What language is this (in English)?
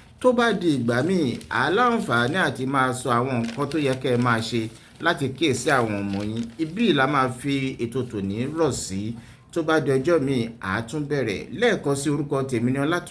Yoruba